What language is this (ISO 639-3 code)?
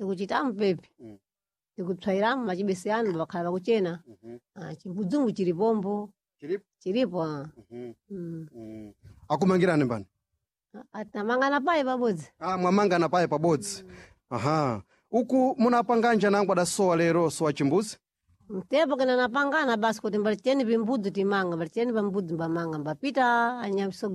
seh